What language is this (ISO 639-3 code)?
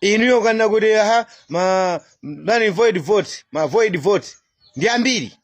nya